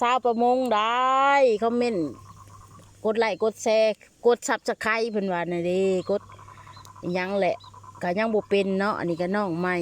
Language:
Lao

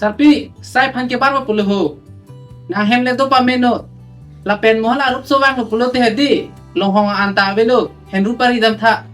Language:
Karbi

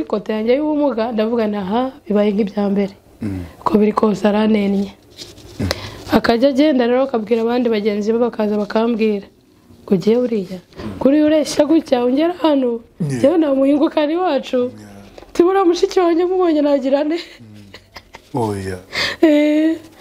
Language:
Kinyarwanda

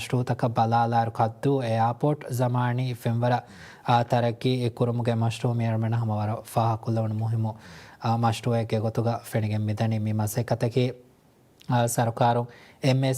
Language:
Divehi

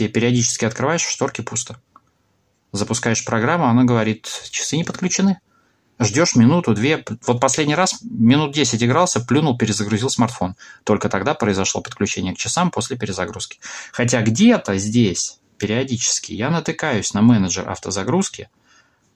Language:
Russian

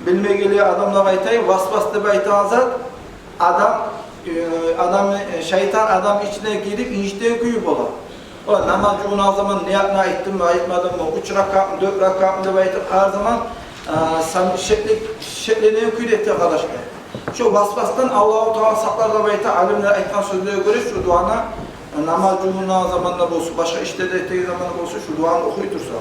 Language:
Kumyk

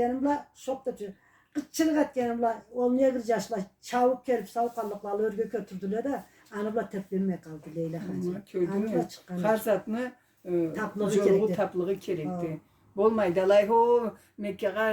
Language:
Karachay-Balkar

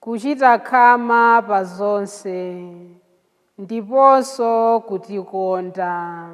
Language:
Nyanja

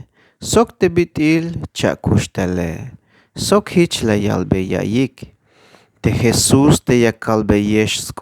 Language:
Tzeltal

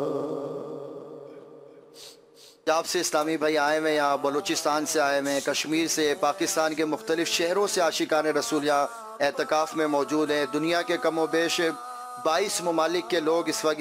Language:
Urdu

